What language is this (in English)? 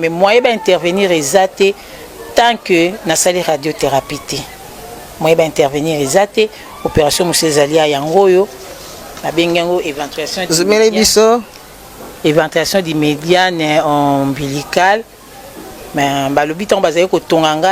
Lingala